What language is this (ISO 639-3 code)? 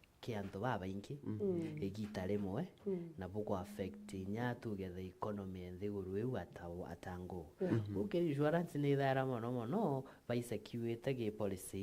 mer